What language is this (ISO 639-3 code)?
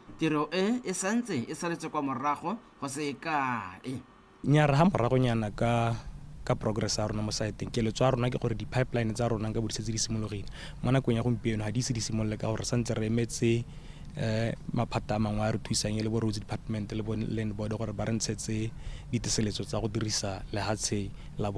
tsn